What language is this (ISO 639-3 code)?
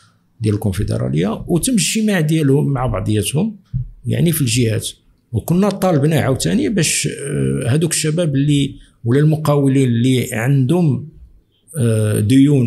ary